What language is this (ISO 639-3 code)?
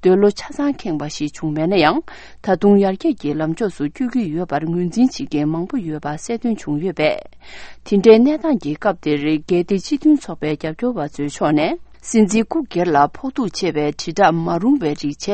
bod